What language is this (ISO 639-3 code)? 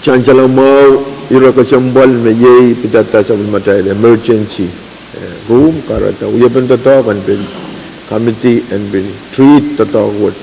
pon